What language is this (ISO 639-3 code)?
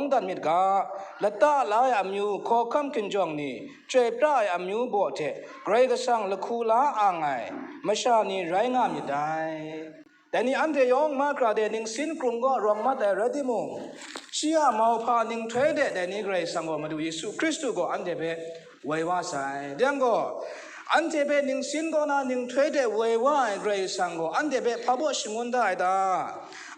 kac